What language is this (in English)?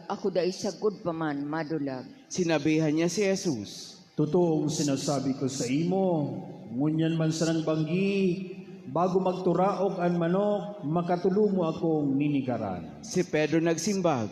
Bikol